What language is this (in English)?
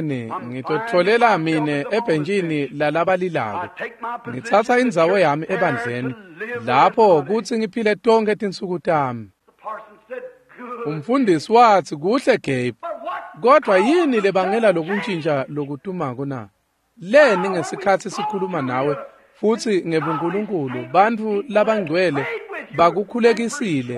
Swati